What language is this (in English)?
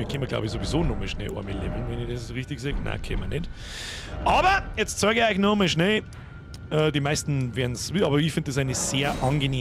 Bavarian